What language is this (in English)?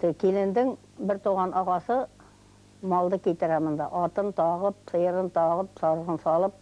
Bashkir